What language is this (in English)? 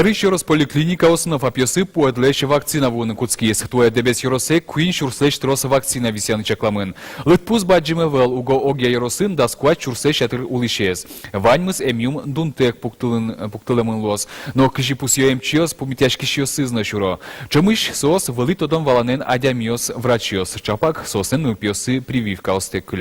Udmurt